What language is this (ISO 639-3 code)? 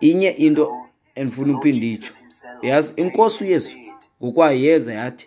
xho